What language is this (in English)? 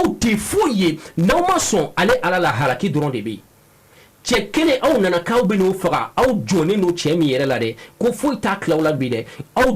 Bambara